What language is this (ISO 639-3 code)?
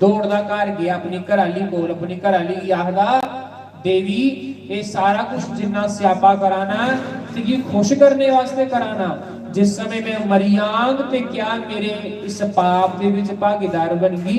doi